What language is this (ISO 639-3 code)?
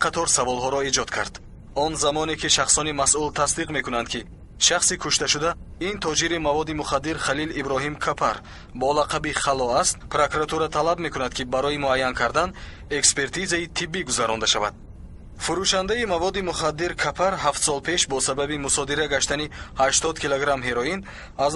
tgk